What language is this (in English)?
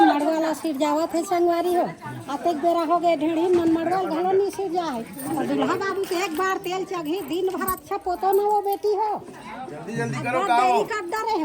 Chhattisgarhi